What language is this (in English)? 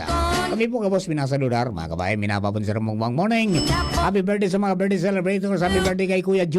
Bikol